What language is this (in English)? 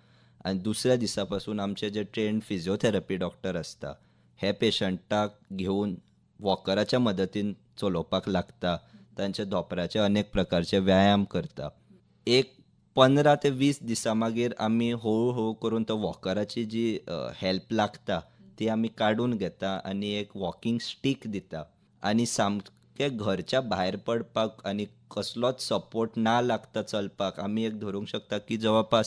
Konkani